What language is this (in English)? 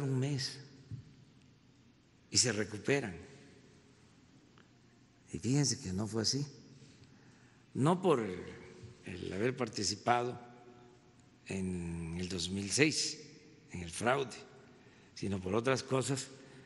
Spanish